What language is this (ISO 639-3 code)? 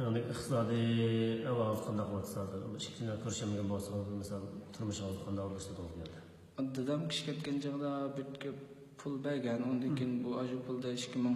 uig